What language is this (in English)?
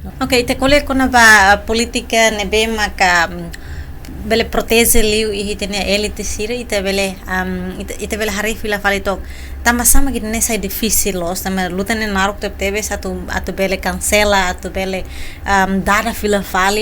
Tetum